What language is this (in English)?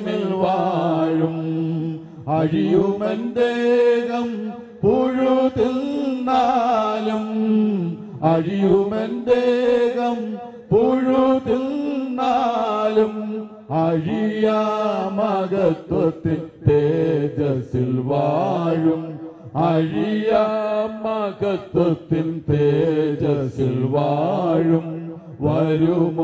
Malayalam